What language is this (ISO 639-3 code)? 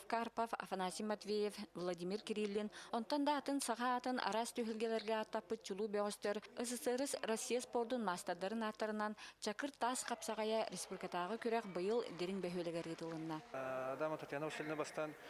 sah